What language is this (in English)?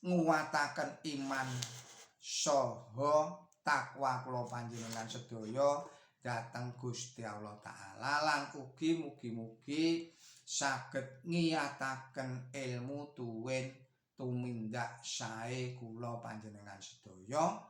Javanese